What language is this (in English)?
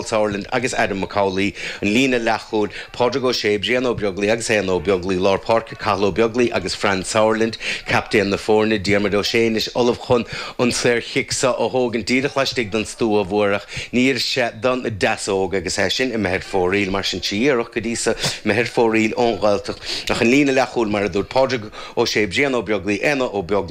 Irish